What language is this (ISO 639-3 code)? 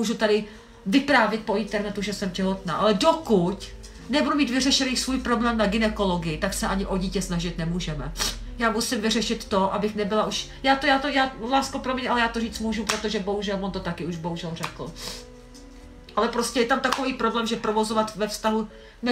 ces